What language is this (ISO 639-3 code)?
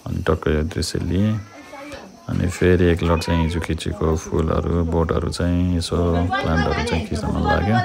nep